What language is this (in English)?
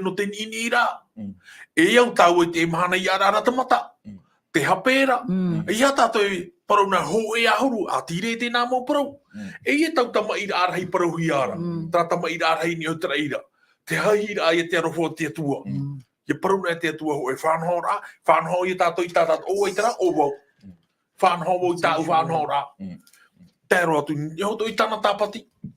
Tahitian